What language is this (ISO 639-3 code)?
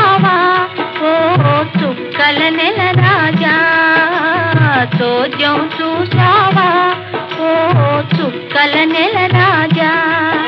tel